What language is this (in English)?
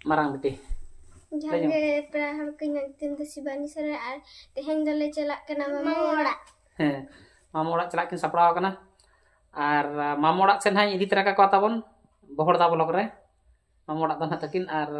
Santali